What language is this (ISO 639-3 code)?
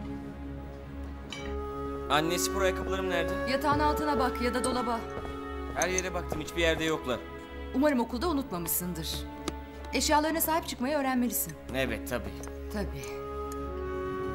tur